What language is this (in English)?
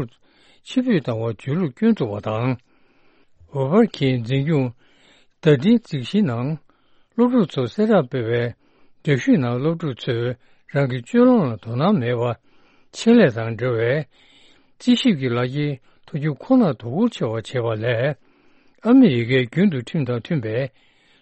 Tibetan